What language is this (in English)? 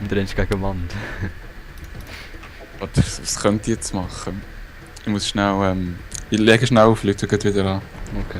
Swiss German